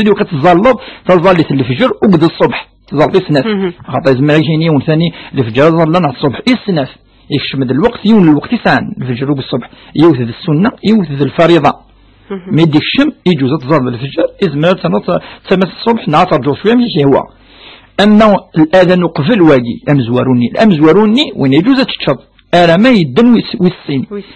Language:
Kabyle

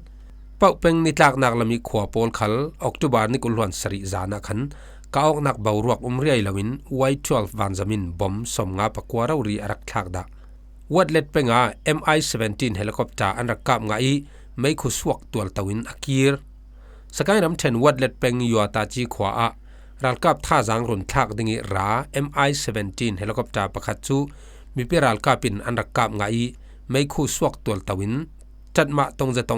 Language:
Falam Chin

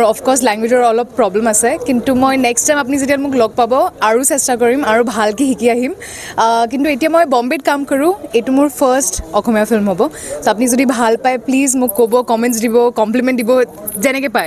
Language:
Assamese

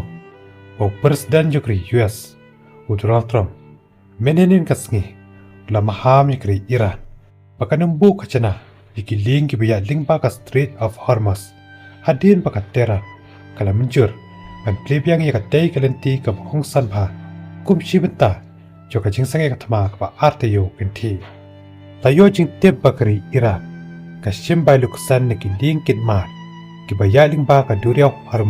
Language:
Khasi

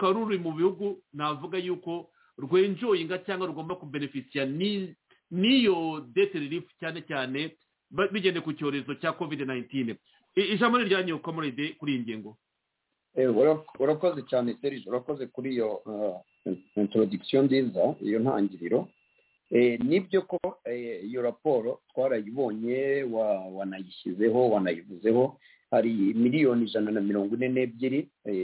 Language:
Kinyarwanda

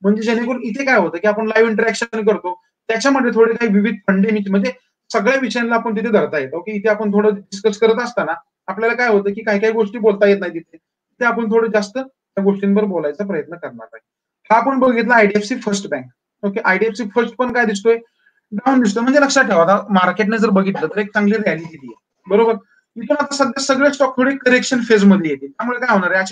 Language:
Marathi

